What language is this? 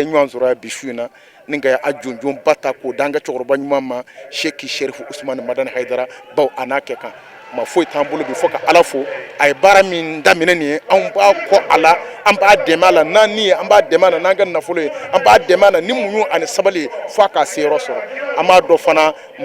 Bambara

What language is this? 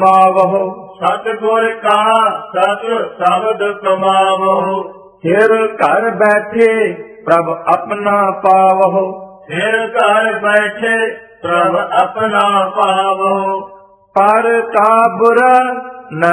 Punjabi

